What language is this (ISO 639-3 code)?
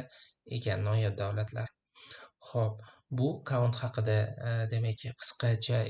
uzb